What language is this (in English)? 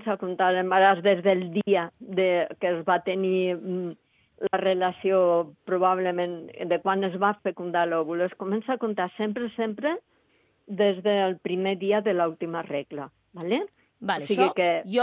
Catalan